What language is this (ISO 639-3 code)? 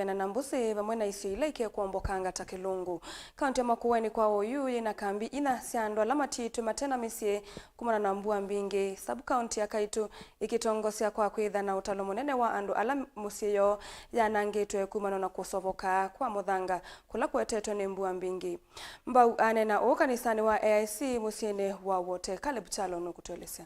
kam